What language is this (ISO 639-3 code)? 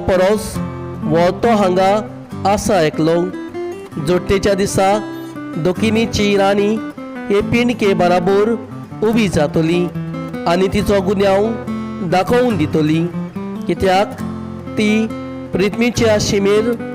kok